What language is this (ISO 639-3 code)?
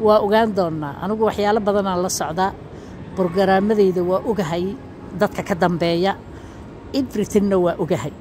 som